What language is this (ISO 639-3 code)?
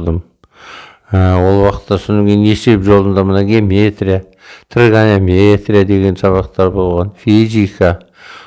kaz